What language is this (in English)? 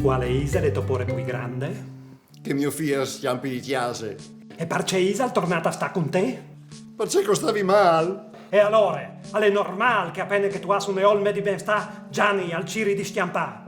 Friulian